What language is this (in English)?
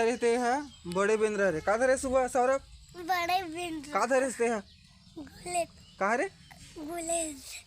Chhattisgarhi